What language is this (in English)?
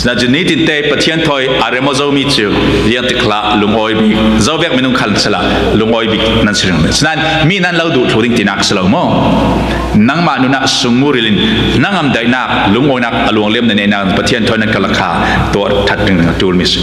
Falam Chin